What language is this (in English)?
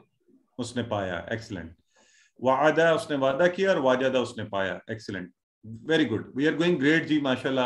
Urdu